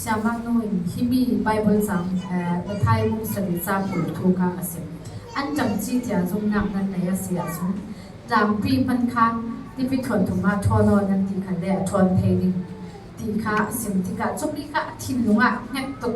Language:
Falam Chin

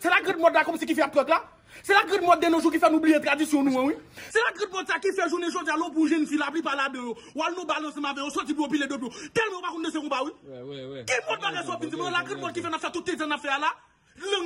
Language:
Haitian Creole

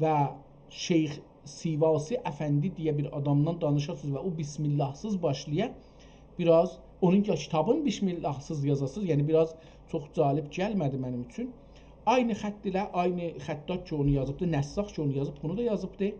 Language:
South Azerbaijani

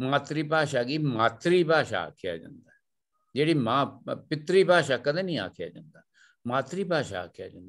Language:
Dogri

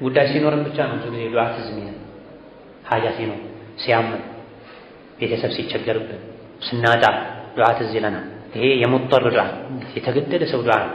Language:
Amharic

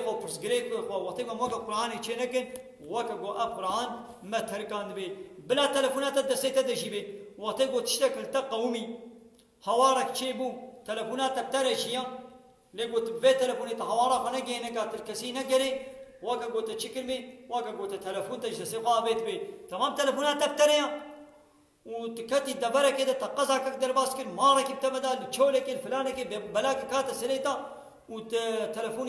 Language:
Kurdish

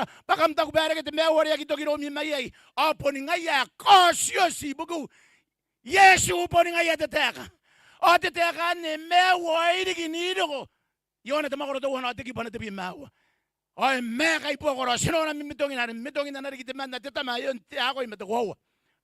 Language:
Gilbertese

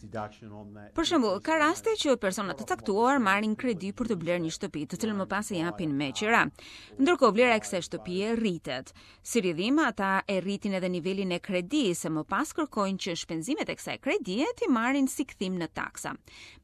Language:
Albanian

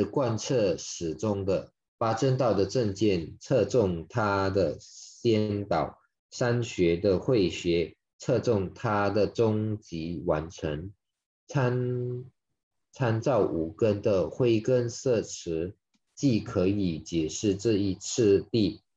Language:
Chinese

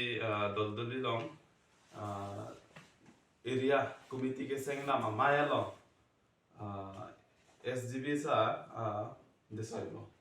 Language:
Karbi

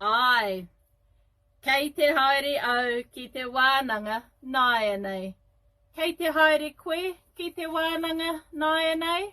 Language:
Māori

